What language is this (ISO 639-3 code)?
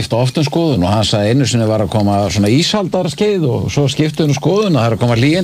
isl